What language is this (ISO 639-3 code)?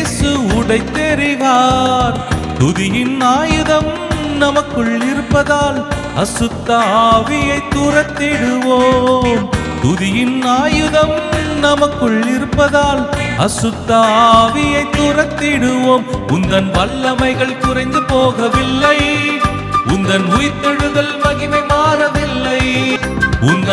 tam